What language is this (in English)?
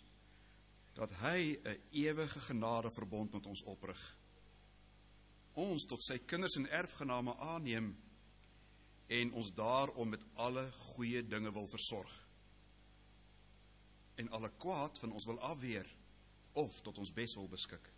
Afrikaans